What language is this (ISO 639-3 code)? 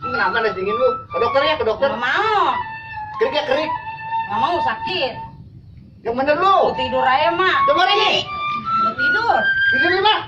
bew